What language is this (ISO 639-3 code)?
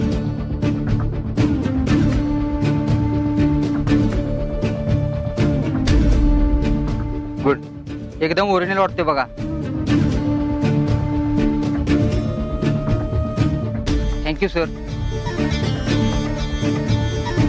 mar